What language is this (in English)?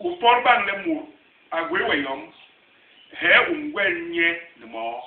Basaa